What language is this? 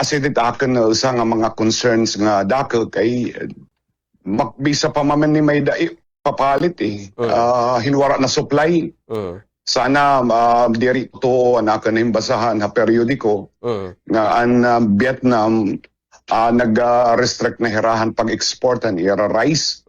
Waray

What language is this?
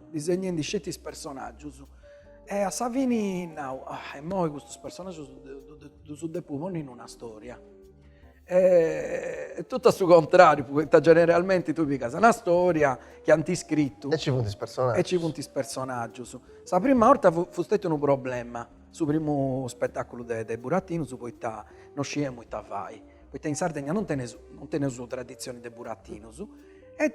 Sardinian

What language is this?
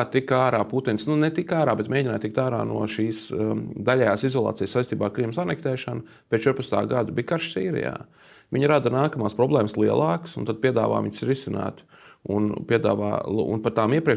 Latvian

